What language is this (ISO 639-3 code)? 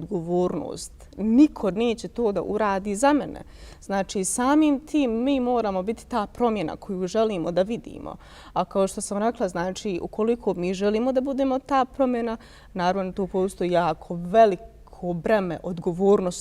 bos